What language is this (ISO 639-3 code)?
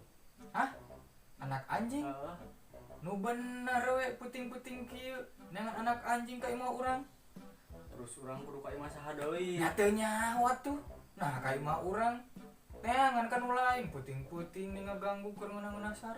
sun